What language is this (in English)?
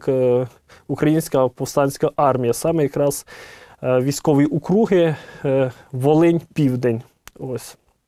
Ukrainian